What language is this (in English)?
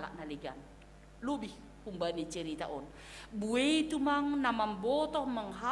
Batak Simalungun